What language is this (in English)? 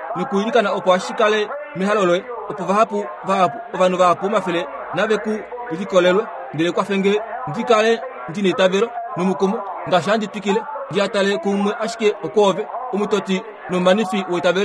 Kuanyama